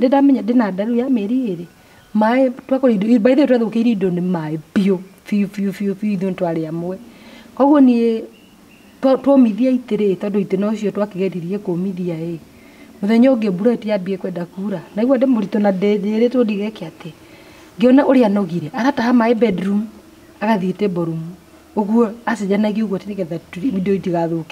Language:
Kikuyu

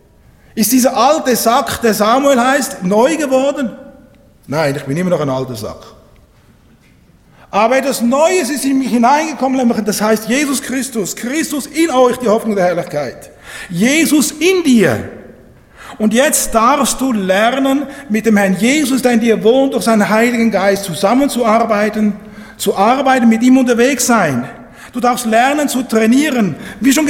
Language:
German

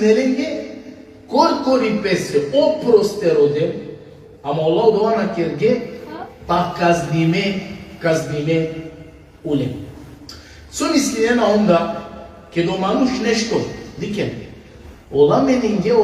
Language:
Balkan Romani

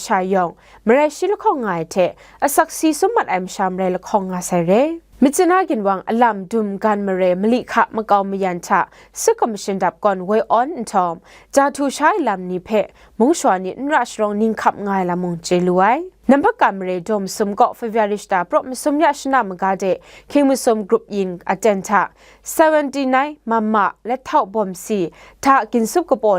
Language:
Kachin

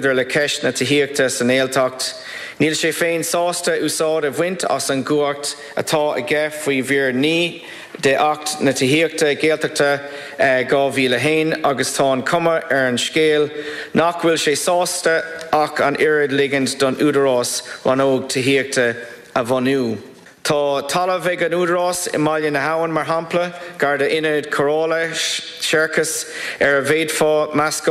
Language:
Irish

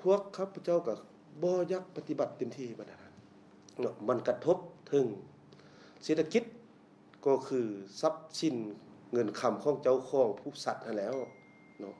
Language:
Lao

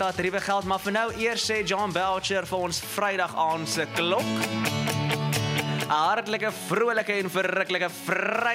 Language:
Afrikaans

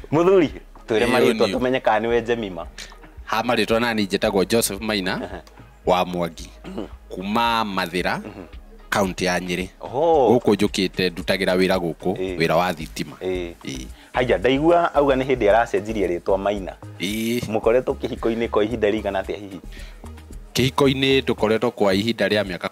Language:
Kikuyu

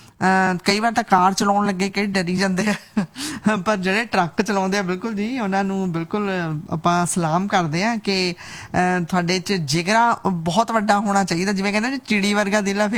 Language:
Punjabi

